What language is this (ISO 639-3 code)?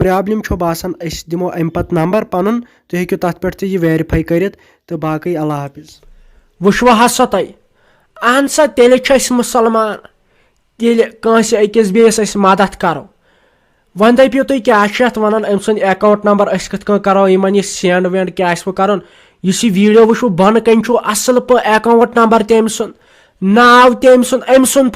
kas